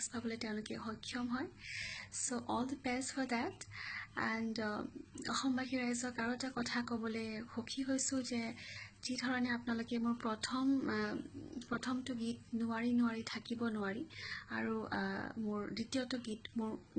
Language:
Assamese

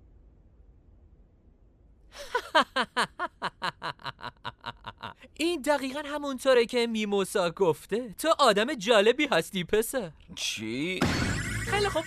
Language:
Persian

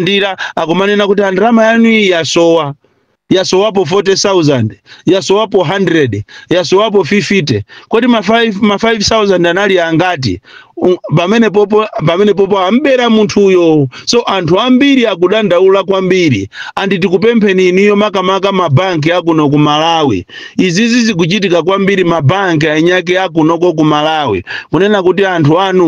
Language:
Nyanja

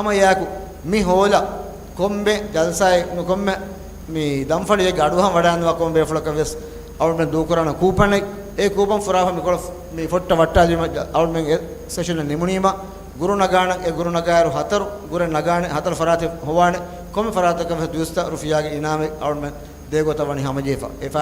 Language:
Divehi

